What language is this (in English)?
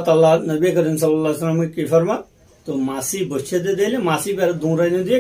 Rohingya